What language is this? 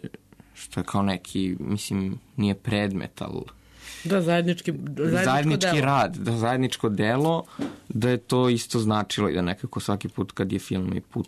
Serbian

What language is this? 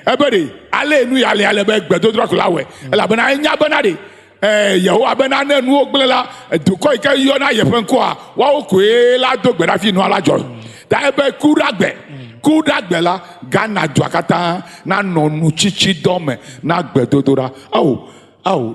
Ewe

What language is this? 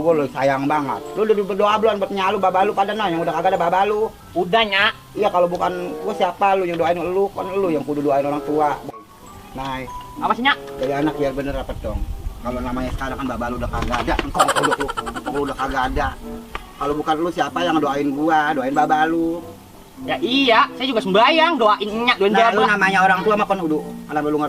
Betawi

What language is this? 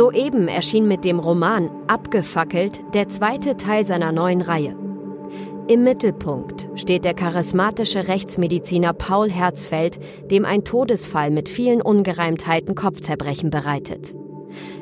German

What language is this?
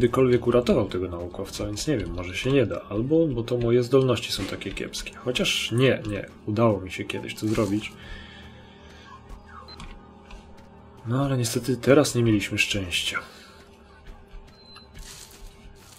Polish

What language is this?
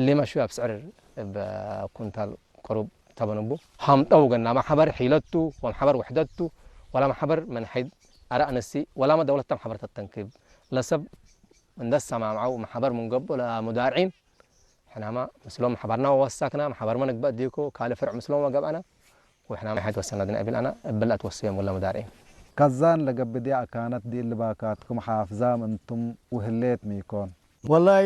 Tigre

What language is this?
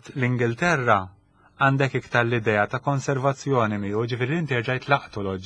Maltese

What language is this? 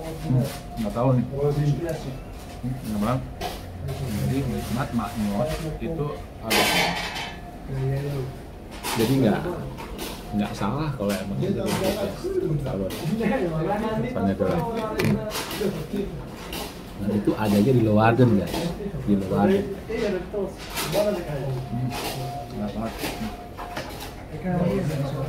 Indonesian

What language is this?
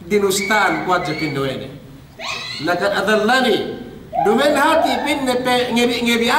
Yakan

